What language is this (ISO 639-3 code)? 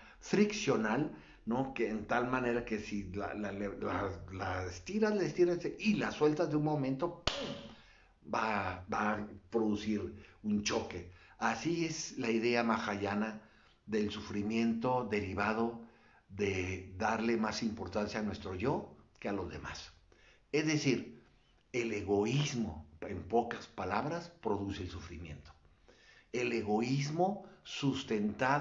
spa